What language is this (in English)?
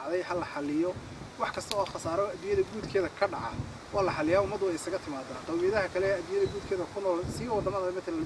Somali